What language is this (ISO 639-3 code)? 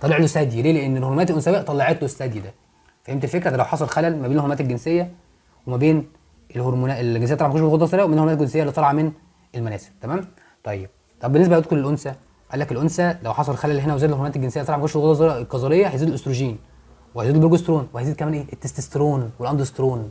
arz